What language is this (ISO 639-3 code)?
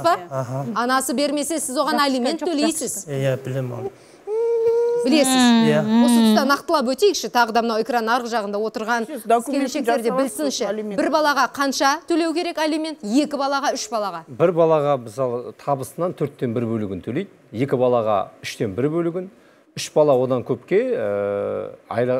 kaz